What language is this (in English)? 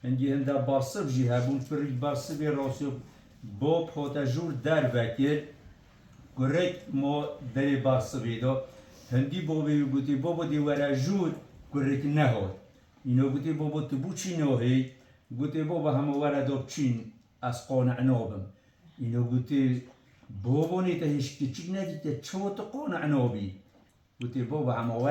Kurdish